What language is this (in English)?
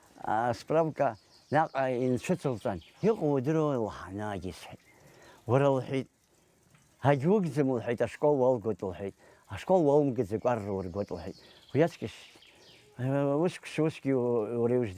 Abkhazian